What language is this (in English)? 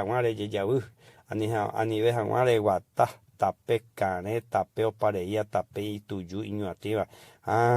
Guarani